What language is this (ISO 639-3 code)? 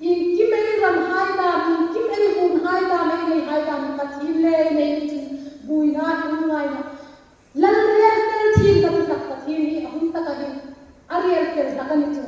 hmr